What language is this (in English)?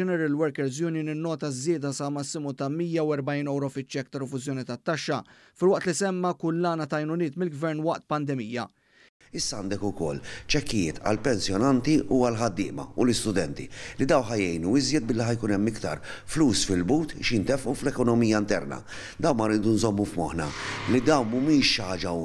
Maltese